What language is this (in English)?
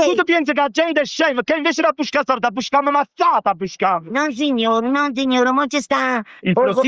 Neapolitan